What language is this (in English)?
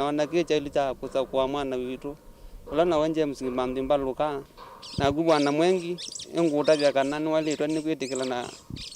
Kamba